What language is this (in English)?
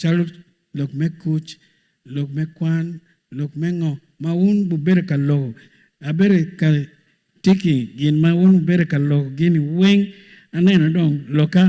Acoli